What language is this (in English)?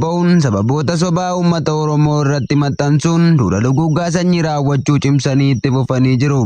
Oromo